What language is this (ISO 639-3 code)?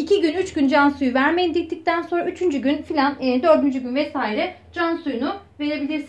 tur